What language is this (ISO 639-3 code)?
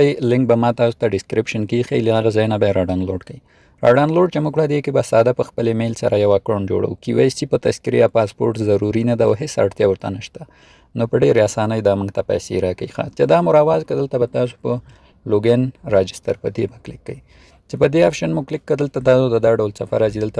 pus